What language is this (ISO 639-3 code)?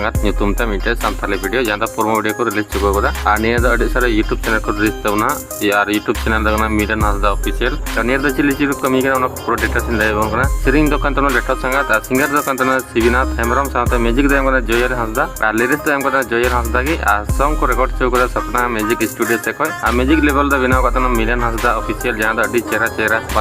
sat